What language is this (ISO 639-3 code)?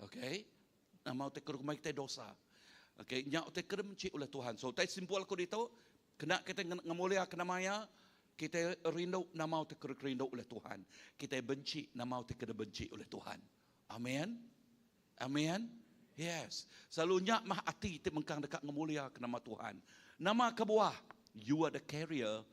iba